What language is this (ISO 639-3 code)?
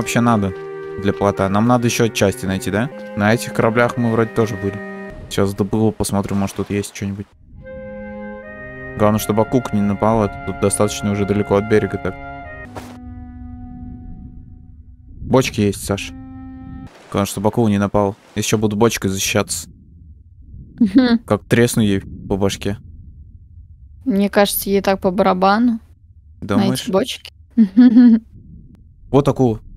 rus